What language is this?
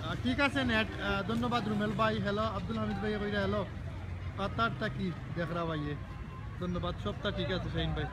Sylheti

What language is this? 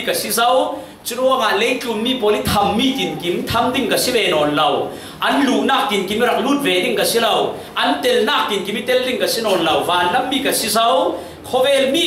Falam Chin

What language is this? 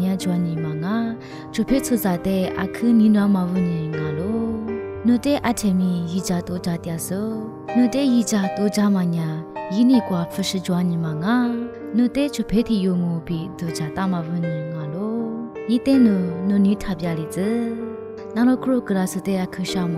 Lisu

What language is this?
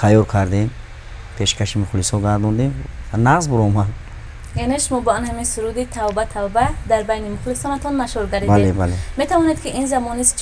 Tajik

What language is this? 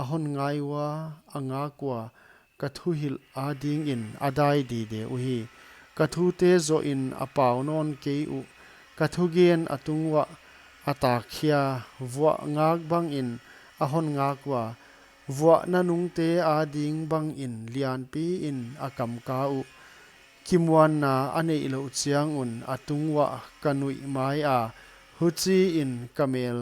Paite Chin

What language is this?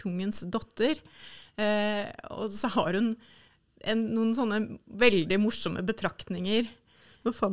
Norwegian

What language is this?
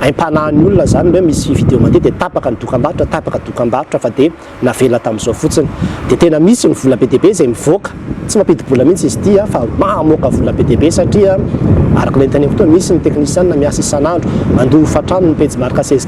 Malagasy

